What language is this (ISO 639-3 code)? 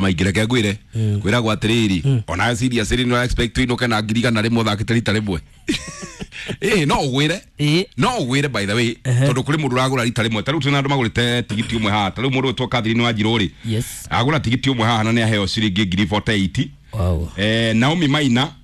kik